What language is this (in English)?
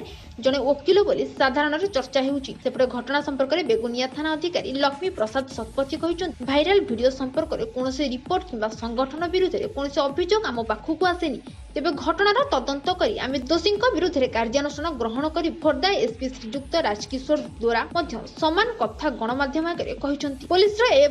Odia